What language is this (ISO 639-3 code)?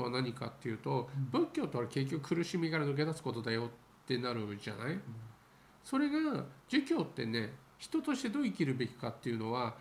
jpn